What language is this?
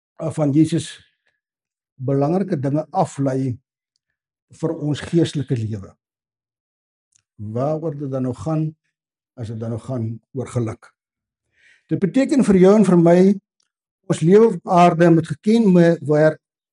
Afrikaans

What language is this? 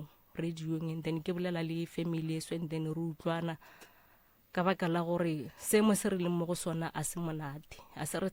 Northern Sotho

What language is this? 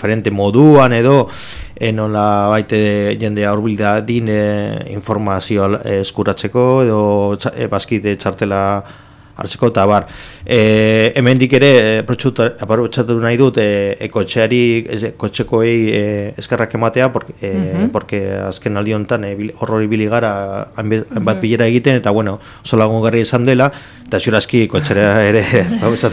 Basque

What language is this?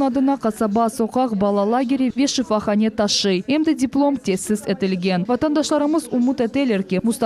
Crimean Tatar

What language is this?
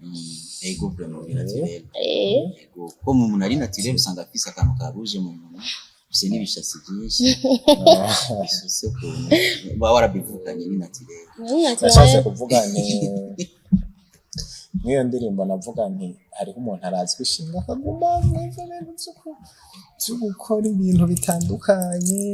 Rundi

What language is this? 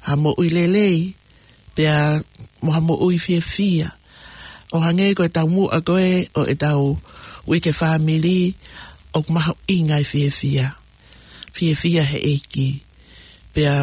Tongan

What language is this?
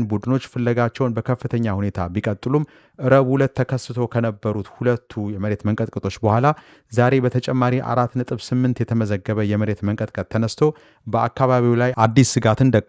Amharic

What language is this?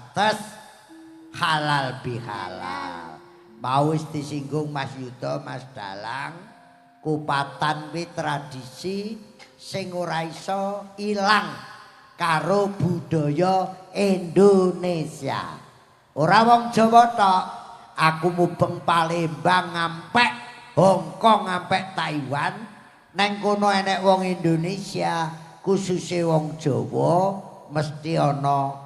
Javanese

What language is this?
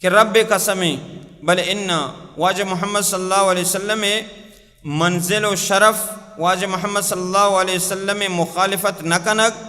Baluchi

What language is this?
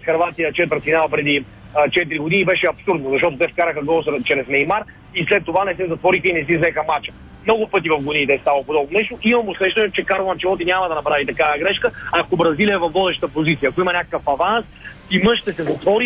Bulgarian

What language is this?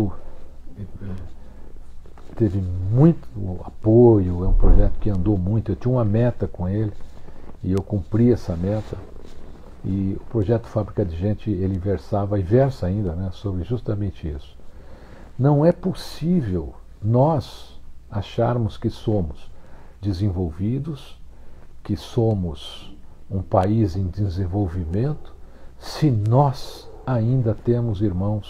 Portuguese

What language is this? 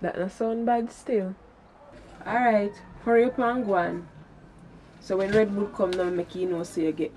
Jamaican Creole English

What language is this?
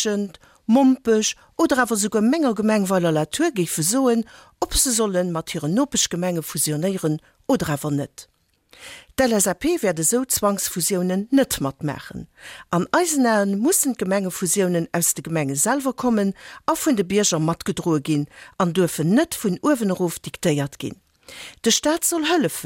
Luxembourgish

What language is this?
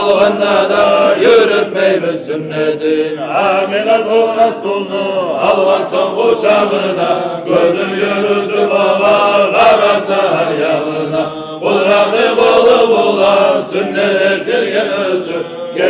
Kumyk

